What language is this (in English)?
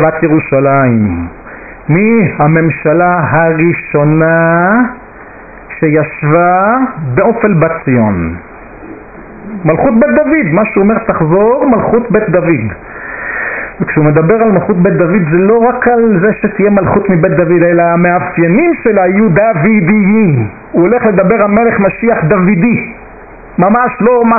Hebrew